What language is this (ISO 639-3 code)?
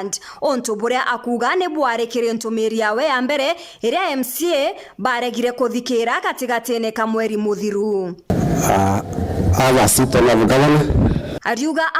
mer